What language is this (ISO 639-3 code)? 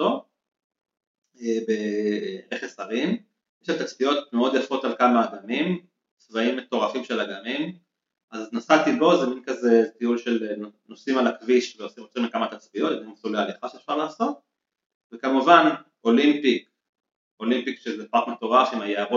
heb